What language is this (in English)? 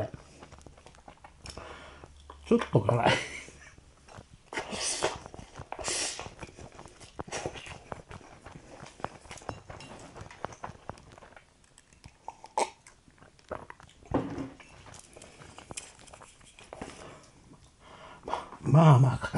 Japanese